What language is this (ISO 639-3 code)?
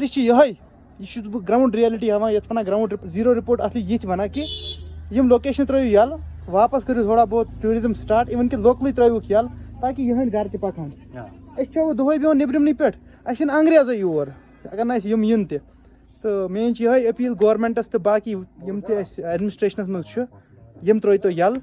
kas